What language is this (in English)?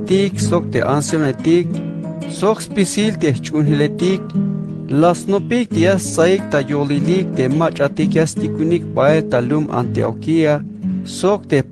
Tzeltal